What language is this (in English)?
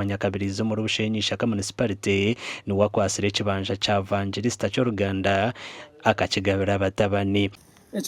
Nyankole